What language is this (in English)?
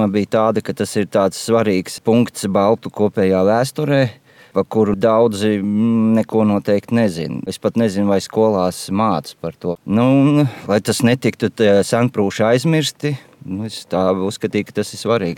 Latvian